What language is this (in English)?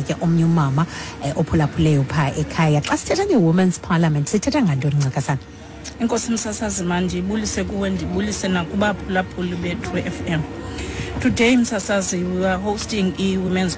Xhosa